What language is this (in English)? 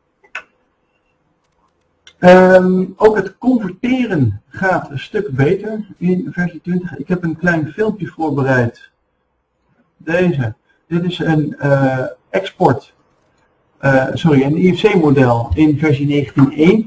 Dutch